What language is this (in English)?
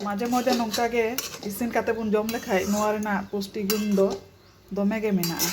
Santali